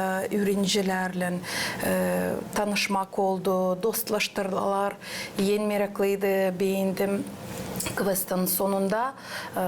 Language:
Gagauz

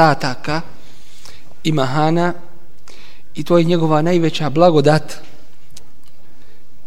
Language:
Bosnian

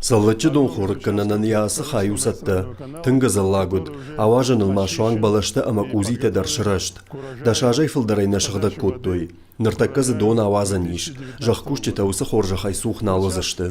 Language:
Ossetic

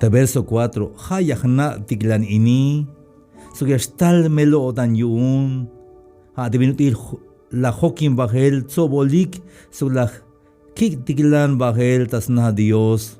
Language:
Tzeltal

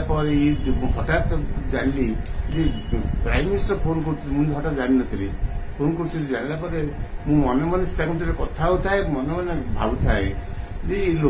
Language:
Odia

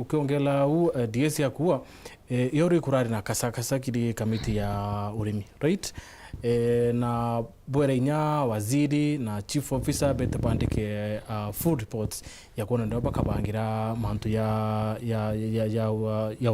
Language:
Meru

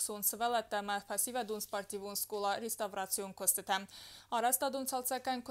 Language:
Ossetic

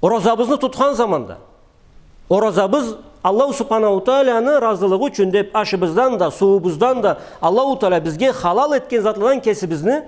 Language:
Karachay-Balkar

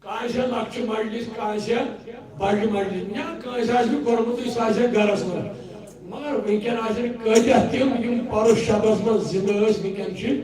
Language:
Kashmiri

